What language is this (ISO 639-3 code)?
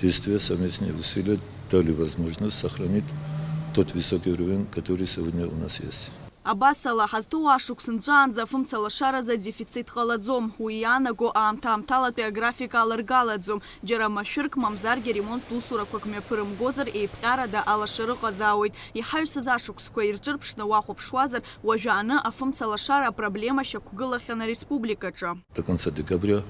abk